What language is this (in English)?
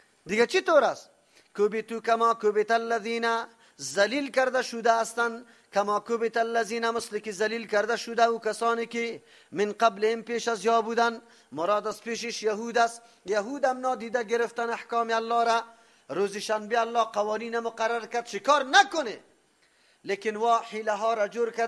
Persian